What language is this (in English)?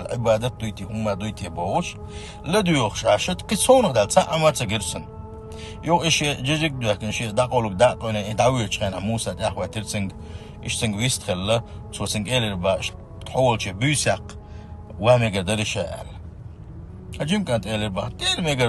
Chechen